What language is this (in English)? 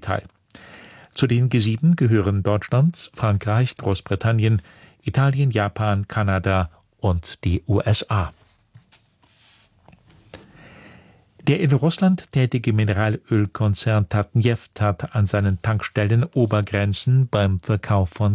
German